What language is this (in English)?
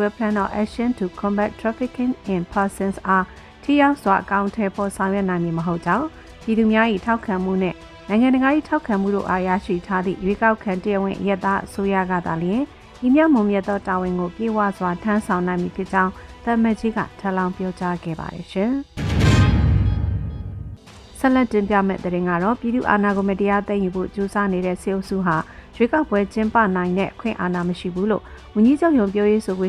Burmese